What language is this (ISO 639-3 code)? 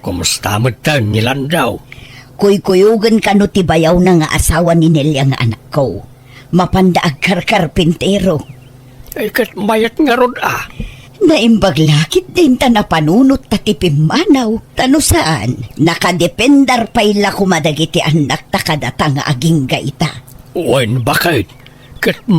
ilo